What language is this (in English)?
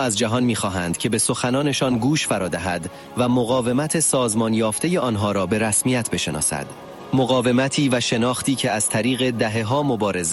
Persian